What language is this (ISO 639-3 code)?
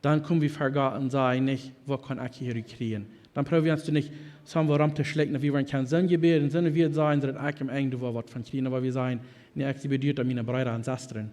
pdt